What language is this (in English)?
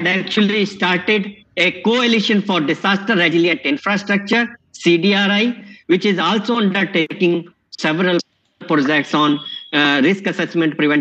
English